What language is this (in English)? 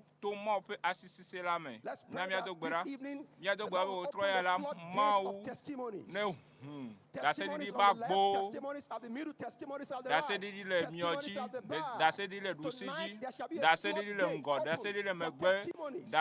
Ewe